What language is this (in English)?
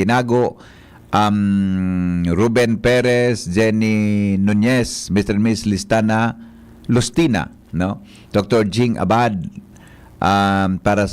Bikol